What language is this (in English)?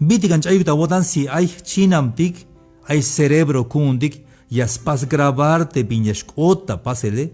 Tzeltal